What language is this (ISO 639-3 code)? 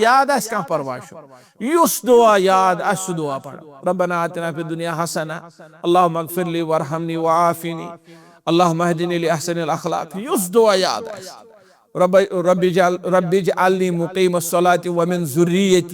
kas